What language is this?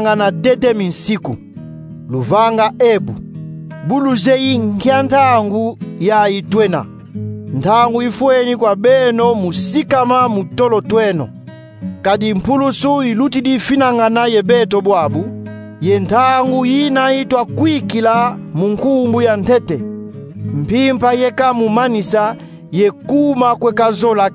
Kongo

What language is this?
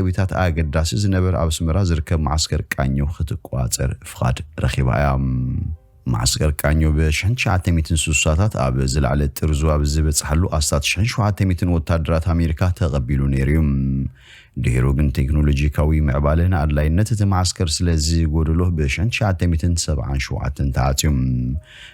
Tigrinya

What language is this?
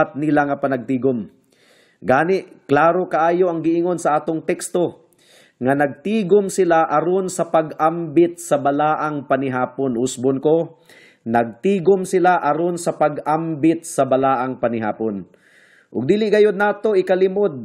Cebuano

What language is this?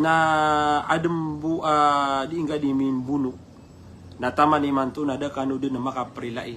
Maranao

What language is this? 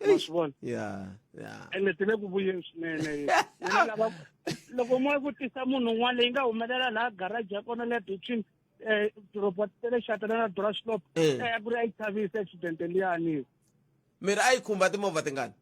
Tsonga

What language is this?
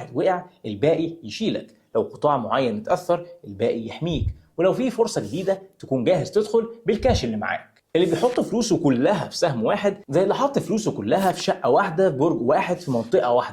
Egyptian Arabic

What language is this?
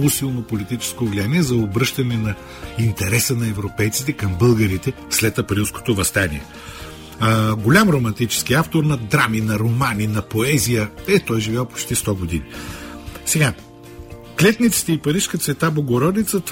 Bulgarian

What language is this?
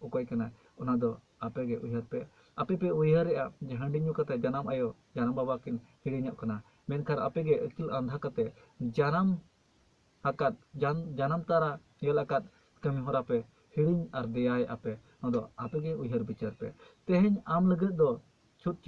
Santali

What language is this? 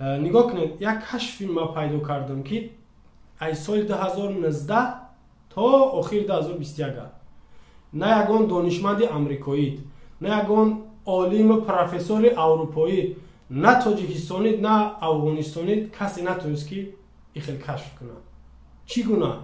Tajik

